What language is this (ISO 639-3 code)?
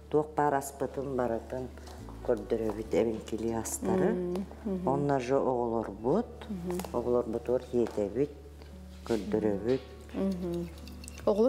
sah